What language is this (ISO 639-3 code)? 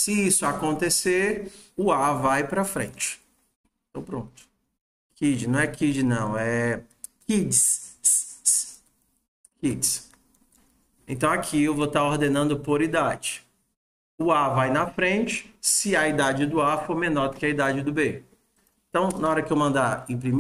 por